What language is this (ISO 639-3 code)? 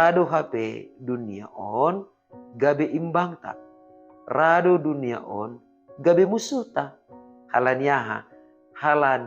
bts